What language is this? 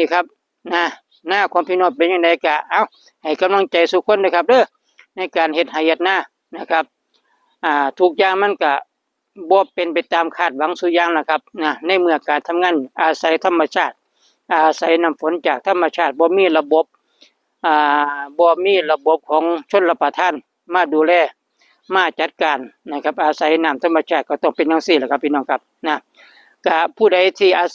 Northeastern Thai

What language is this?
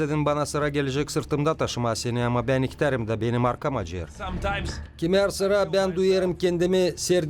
Gagauz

